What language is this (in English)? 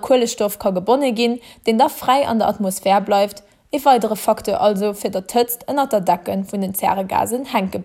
Luxembourgish